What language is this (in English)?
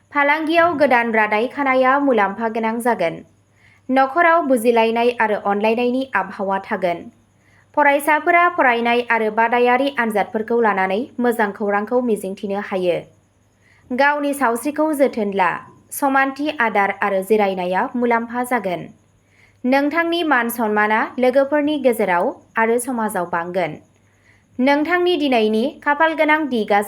Bodo